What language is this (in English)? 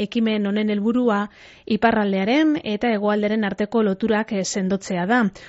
Basque